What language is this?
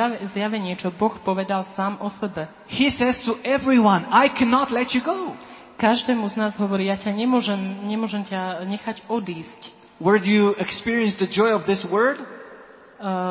Slovak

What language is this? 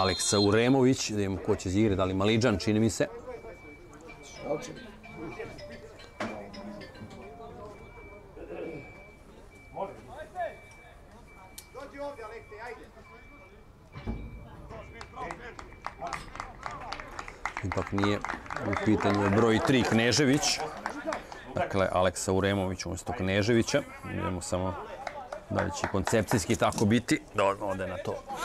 Serbian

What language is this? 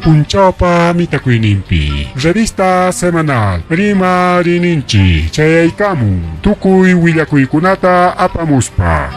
Ayacucho Quechua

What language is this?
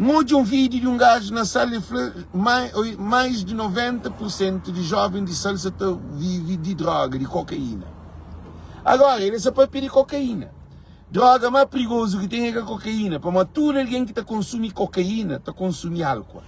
Kabuverdianu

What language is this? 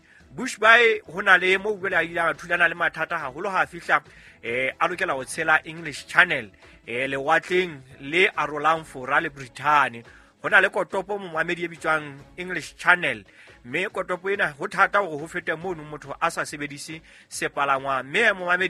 Southern Sotho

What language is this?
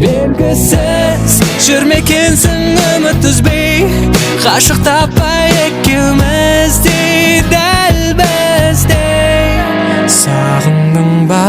Kara-Kalpak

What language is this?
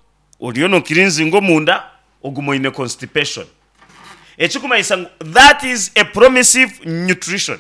Nyankole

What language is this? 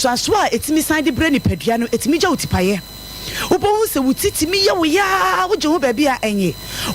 Akan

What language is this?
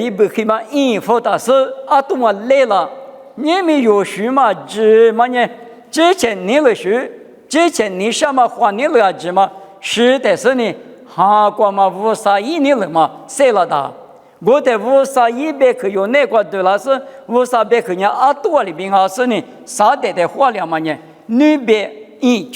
Lisu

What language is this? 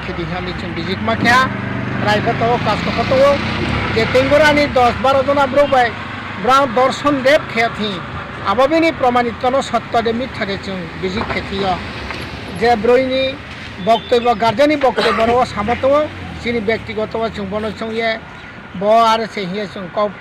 Riang (India)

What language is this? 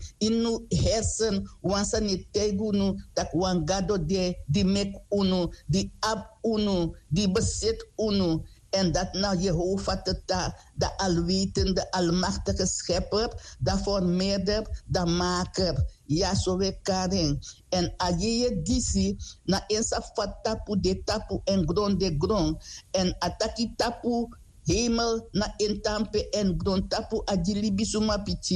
Sranan Tongo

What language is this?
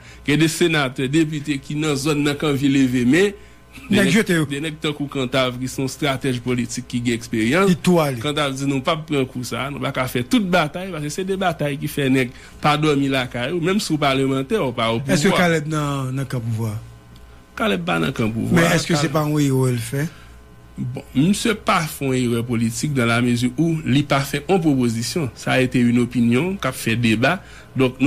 Haitian Creole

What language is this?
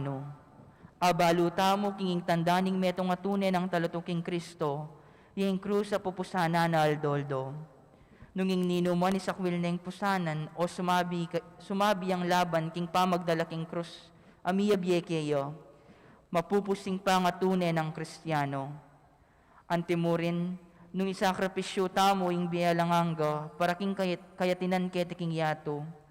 Pampanga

